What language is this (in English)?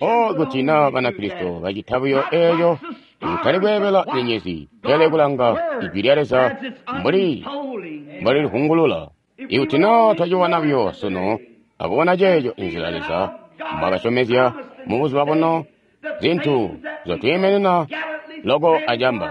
Tonga (Zambia)